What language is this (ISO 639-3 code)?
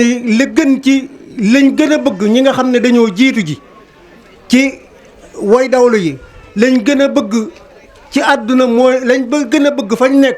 wol